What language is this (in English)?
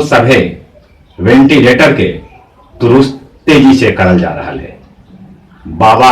Magahi